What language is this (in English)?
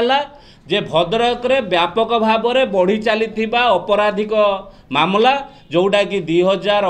Odia